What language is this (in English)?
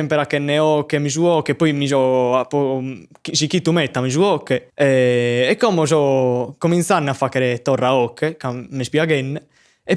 Sardinian